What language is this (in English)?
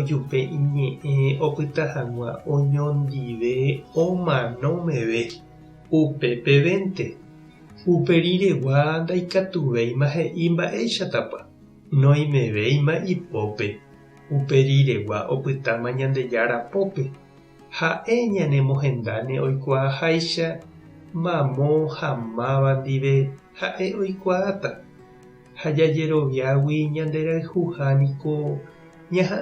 Guarani